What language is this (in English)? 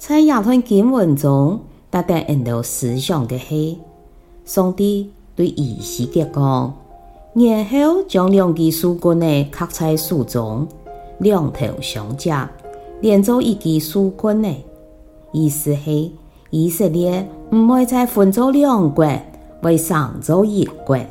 Hakka Chinese